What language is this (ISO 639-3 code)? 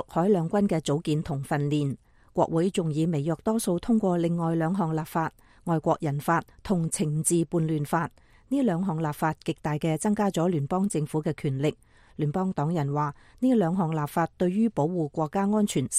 yue